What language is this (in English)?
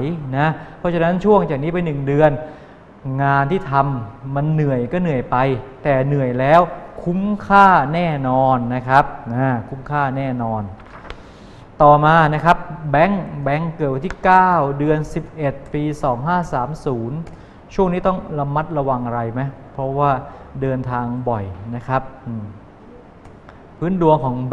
Thai